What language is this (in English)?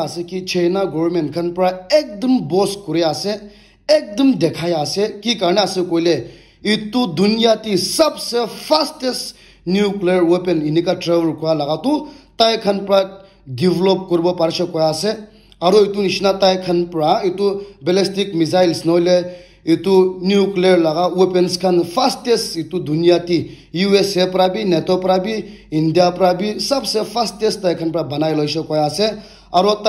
Naga Pidgin